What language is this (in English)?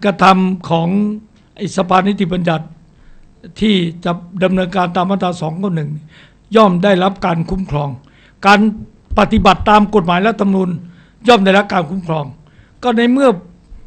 Thai